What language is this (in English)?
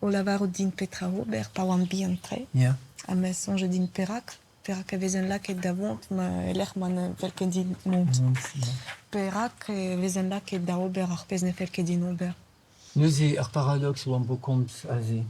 Breton